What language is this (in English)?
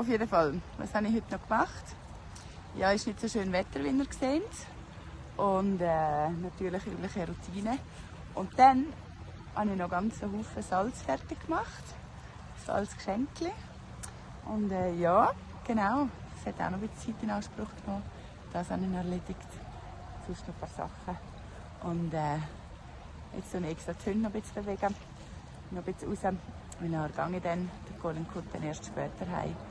Swiss German